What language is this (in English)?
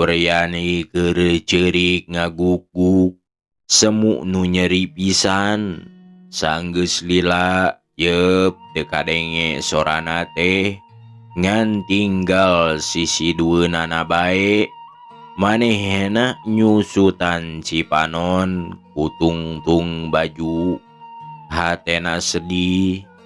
Sundanese